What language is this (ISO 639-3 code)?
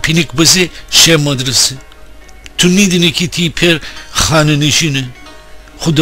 glk